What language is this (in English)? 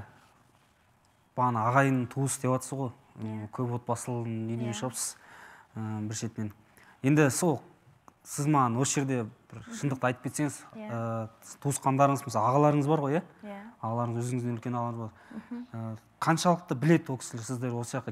Kazakh